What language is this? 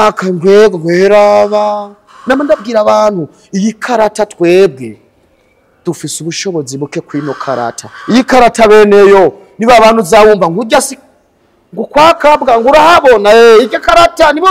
Rundi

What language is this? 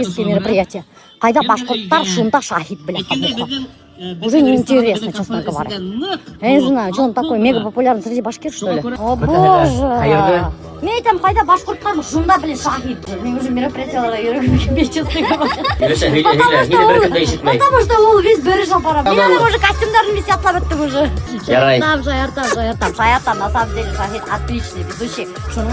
Bashkir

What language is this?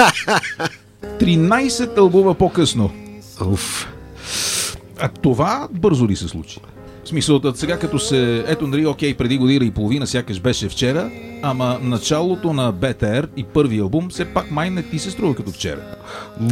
Bulgarian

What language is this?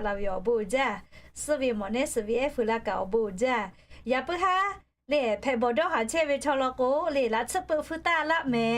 Lahu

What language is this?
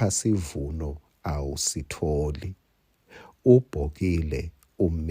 Swati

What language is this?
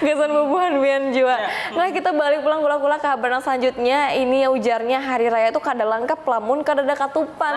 Banjar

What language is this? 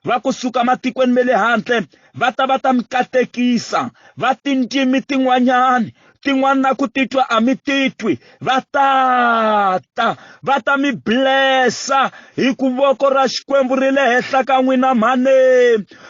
Tsonga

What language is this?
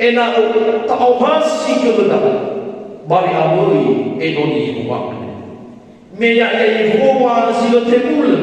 Nias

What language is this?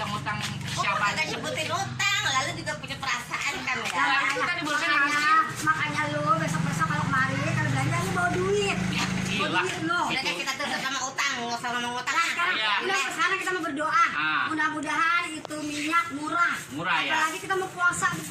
Betawi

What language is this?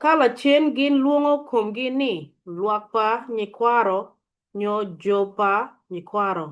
Acoli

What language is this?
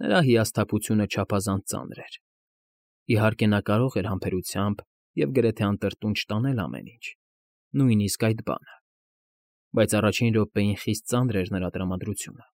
Armenian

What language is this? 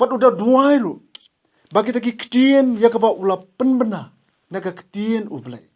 Khasi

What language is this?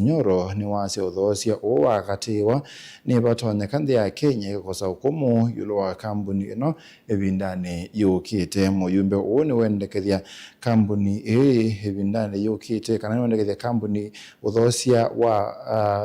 Kamba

